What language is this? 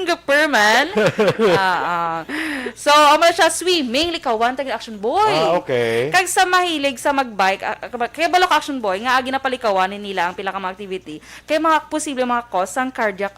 Hiligaynon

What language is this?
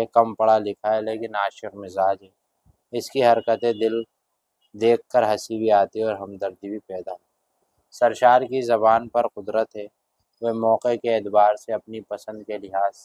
Urdu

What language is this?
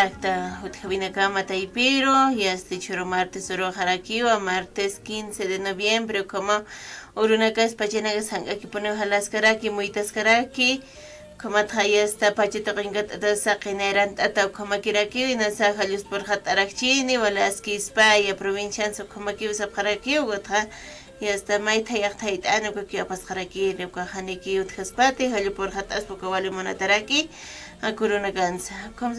Aymara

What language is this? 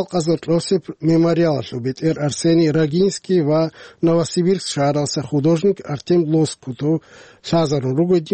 Avaric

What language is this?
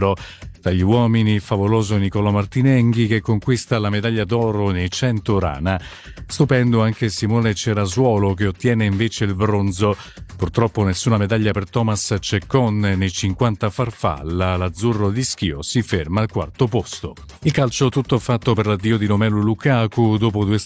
Italian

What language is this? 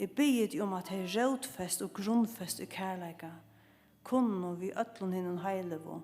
Faroese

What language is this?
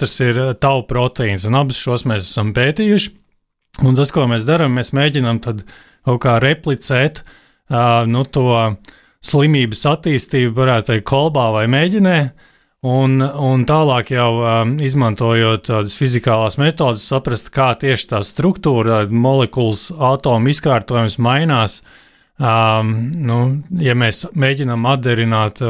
Latvian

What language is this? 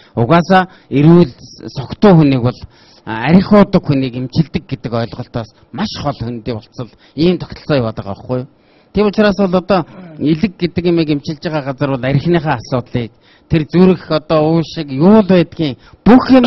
Mongolian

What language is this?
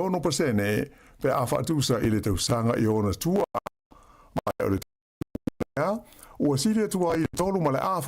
Samoan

